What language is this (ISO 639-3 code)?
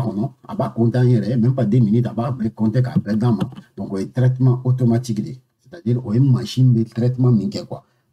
bam